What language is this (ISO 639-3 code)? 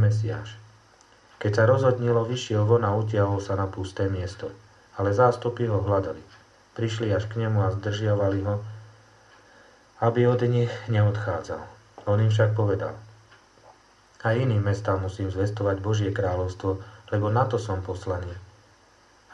slk